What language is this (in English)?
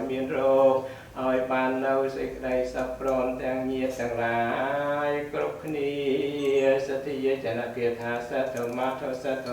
Khmer